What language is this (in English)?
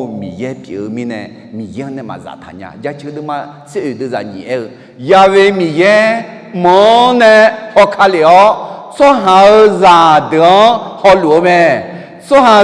Akha